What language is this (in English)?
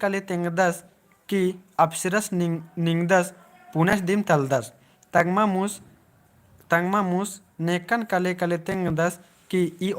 Kurukh